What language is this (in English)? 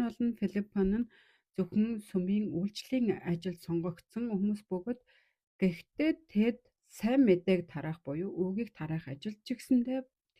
Mongolian